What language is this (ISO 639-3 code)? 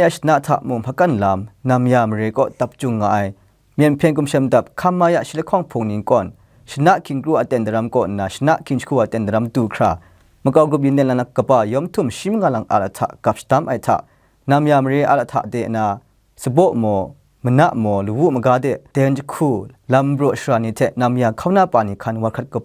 kac